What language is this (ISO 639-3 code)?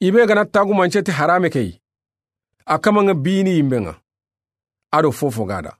snk